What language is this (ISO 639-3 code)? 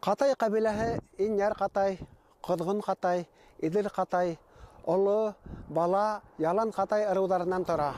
bak